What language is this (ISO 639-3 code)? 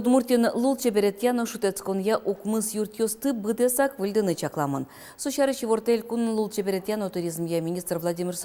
udm